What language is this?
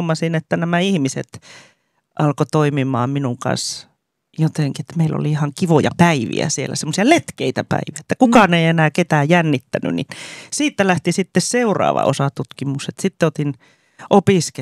Finnish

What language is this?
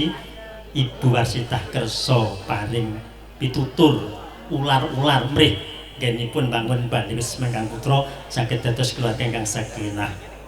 Javanese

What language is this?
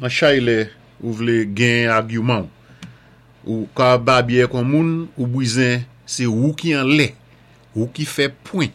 Saint Lucian Creole French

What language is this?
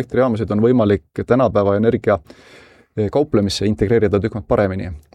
Estonian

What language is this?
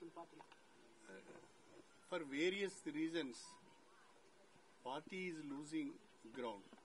Telugu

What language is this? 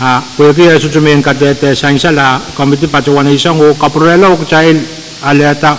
Pohnpeian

